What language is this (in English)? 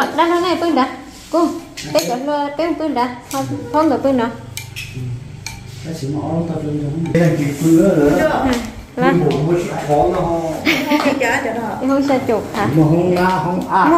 Vietnamese